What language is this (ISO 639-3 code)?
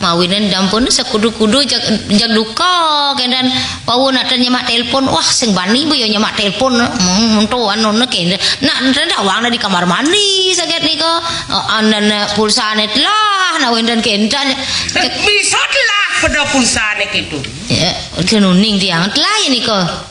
ban